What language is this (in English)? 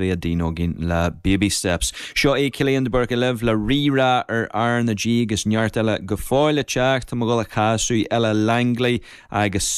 Irish